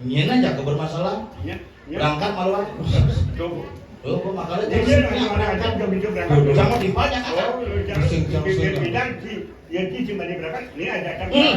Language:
Balinese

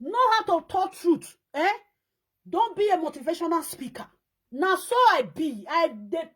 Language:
Nigerian Pidgin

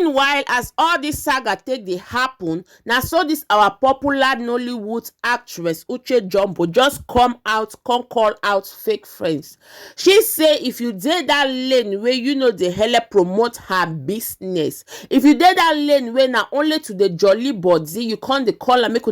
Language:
Nigerian Pidgin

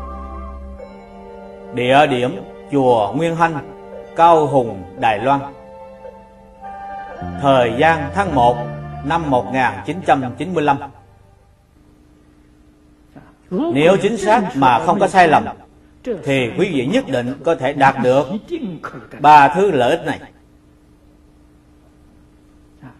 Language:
Vietnamese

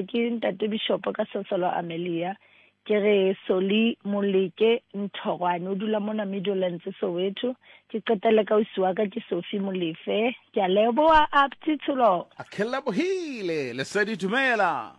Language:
Southern Sotho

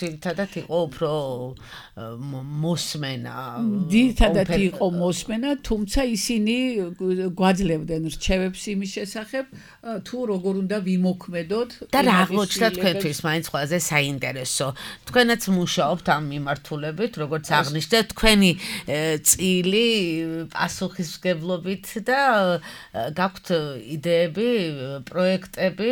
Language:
Georgian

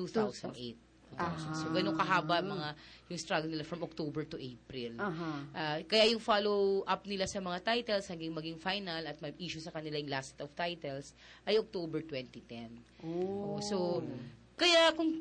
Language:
Filipino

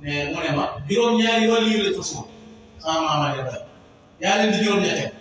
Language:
Wolof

